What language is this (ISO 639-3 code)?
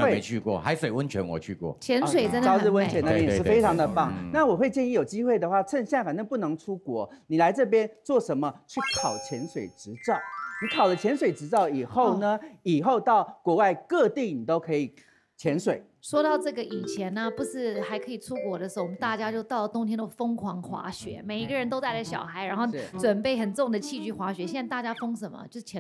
zho